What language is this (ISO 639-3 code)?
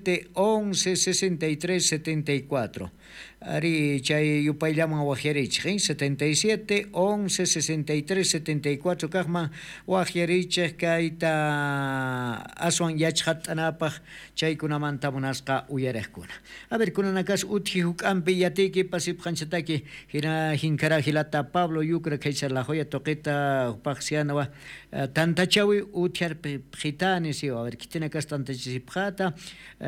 quh